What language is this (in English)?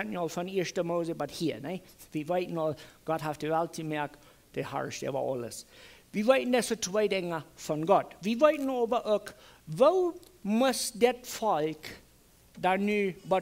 Plautdietsch